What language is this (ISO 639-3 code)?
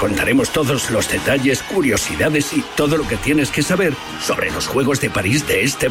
spa